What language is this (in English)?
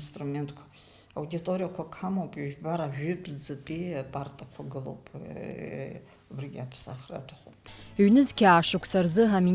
Abkhazian